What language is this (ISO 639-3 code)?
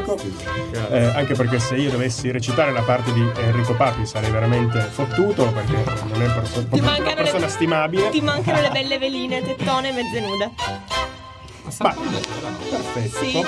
ita